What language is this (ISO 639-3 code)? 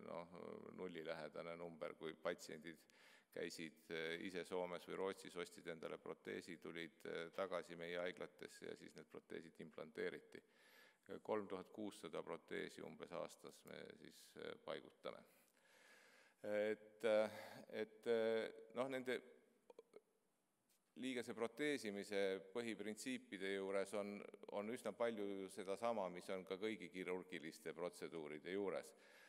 est